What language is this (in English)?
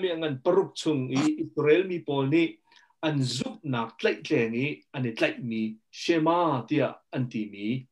Hakha Chin